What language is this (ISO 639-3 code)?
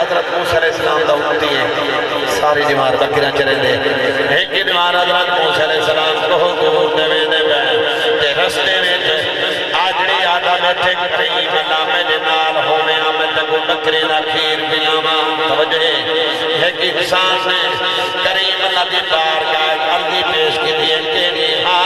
skr